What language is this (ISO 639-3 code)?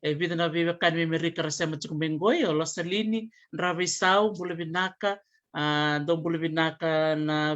fij